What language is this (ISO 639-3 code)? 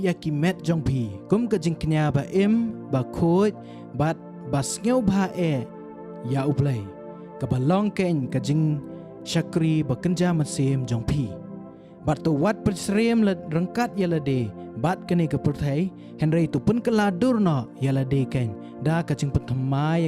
kha